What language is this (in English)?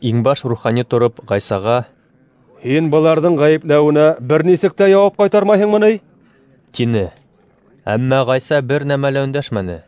Bashkir